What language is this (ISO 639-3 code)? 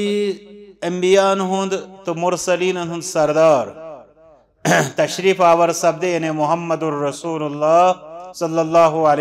kas